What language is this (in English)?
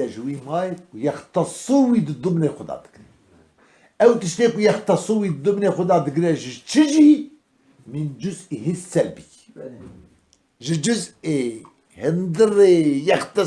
Kurdish